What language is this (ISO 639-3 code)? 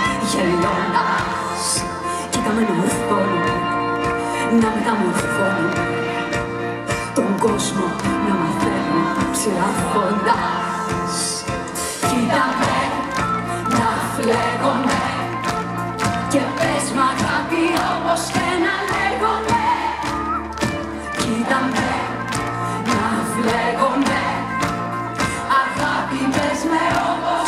ell